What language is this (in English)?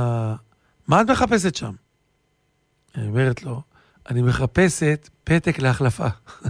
Hebrew